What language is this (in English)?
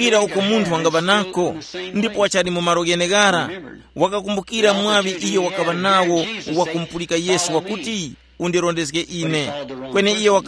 Tumbuka